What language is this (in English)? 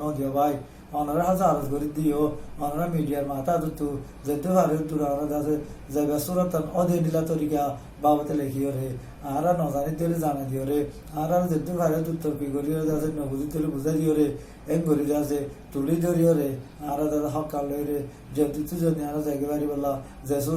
Rohingya